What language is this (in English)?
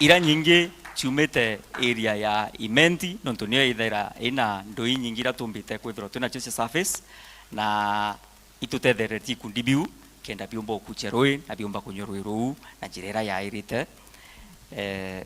Meru